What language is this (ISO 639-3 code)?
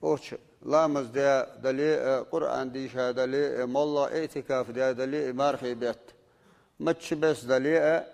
inh